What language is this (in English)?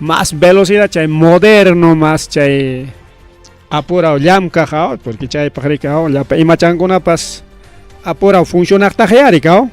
Ayacucho Quechua